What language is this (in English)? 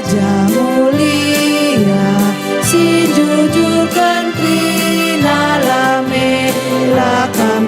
Batak Karo